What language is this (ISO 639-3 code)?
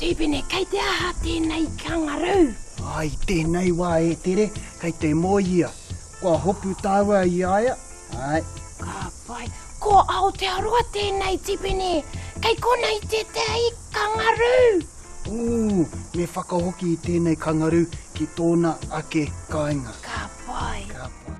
mri